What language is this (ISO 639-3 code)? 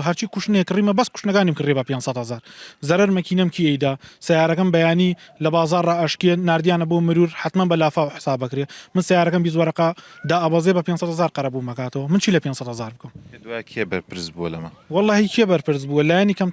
ckb